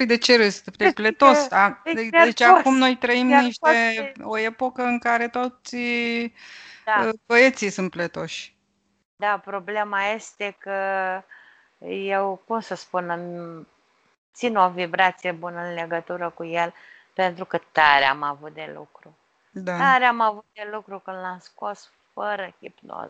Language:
Romanian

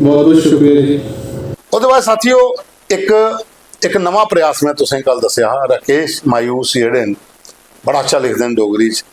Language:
Dogri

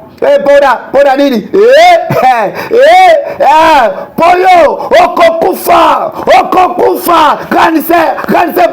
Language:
Lingala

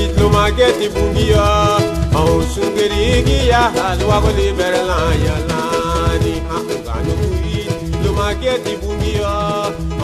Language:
Garifuna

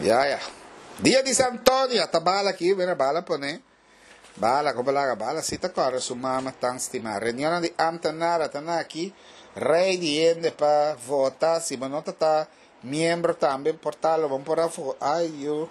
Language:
Papiamento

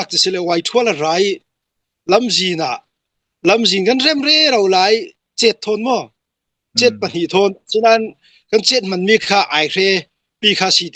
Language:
Hakha Chin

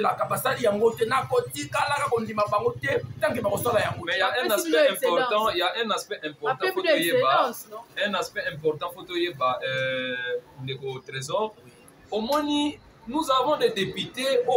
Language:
Lingala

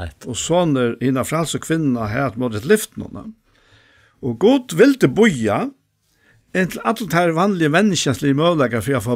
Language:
Faroese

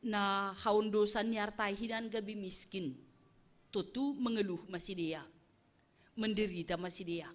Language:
Batak Simalungun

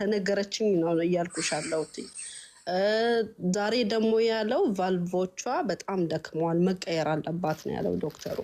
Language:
Amharic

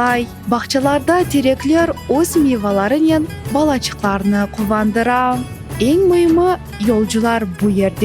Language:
Crimean Tatar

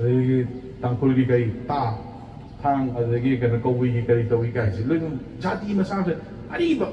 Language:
Manipuri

